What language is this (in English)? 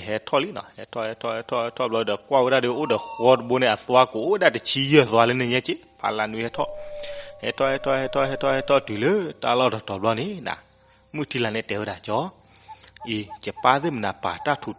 S'gaw Karen